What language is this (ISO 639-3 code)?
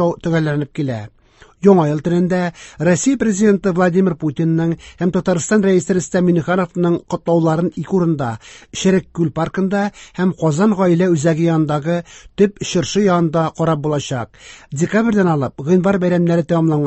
tat